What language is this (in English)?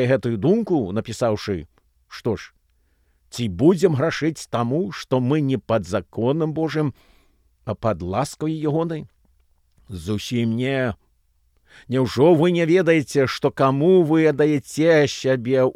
Belarusian